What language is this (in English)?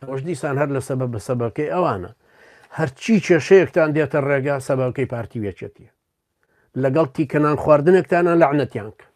Central Kurdish